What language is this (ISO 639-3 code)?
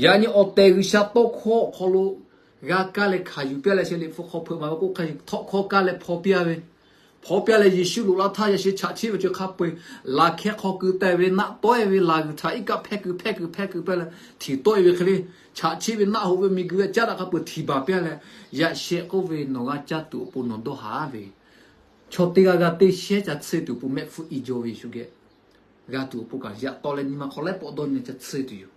lhu